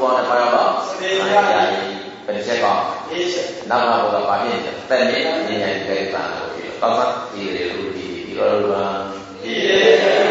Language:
Burmese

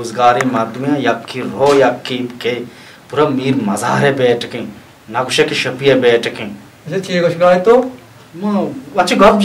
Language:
Baluchi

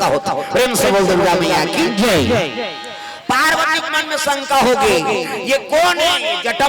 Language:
Chhattisgarhi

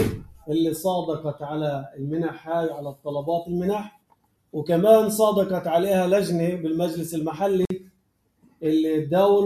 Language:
North Levantine Arabic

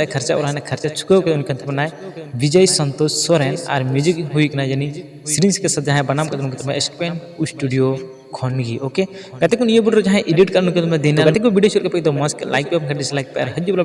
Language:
Santali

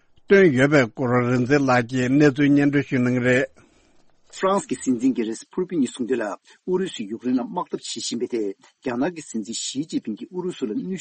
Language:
Tibetan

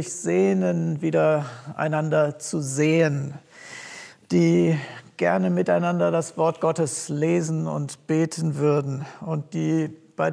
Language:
German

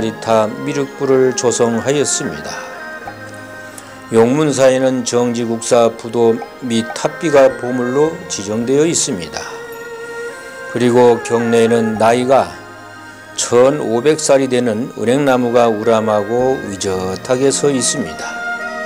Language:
Korean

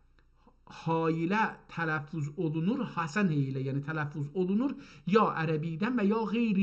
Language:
South Azerbaijani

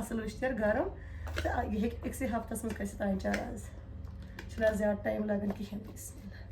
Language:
Kashmiri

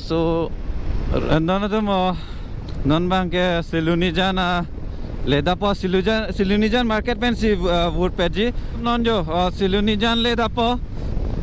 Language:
Karbi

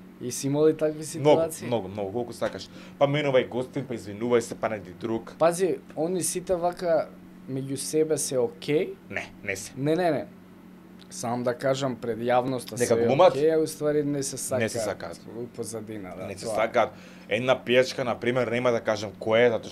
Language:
Macedonian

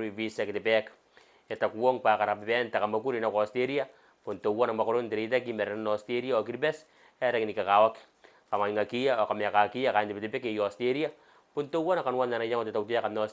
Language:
Gilbertese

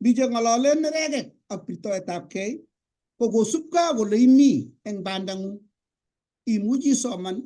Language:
Kalenjin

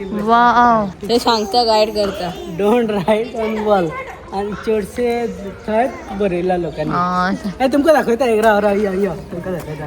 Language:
Konkani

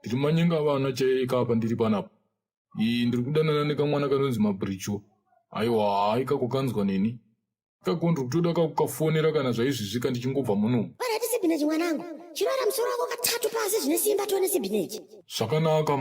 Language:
Shona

